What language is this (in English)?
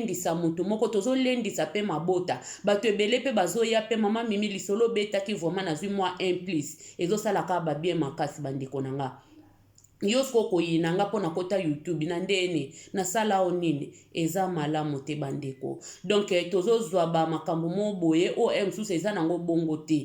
Lingala